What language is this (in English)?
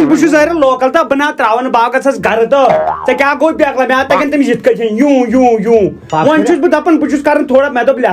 Kashmiri